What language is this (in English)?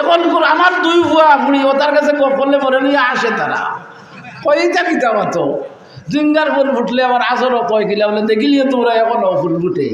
Sylheti